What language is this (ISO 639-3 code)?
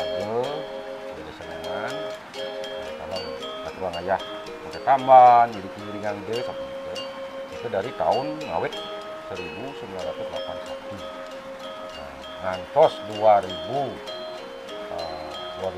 ban